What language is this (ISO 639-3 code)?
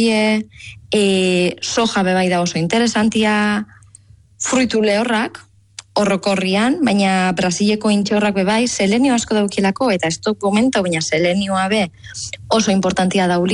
eus